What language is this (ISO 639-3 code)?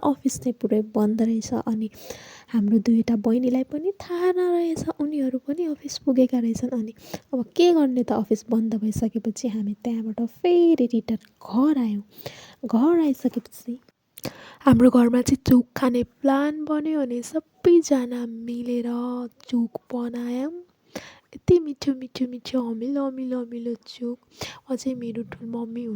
nep